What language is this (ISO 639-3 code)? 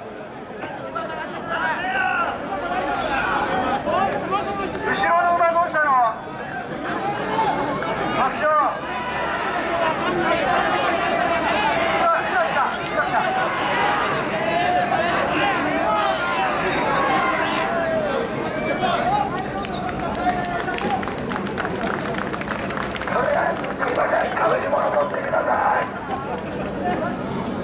jpn